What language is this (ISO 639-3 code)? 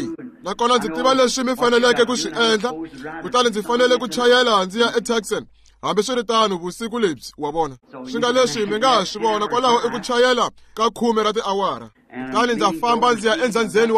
tso